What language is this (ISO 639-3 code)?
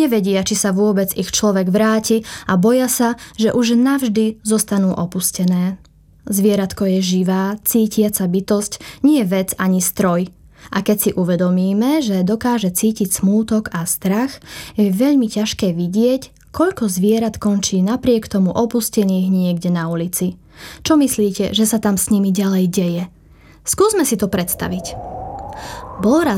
slk